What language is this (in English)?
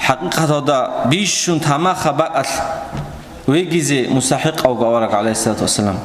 Avaric